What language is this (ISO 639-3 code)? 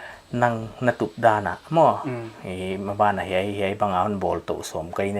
pck